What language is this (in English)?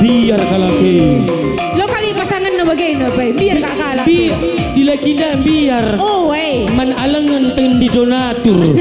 Batak Karo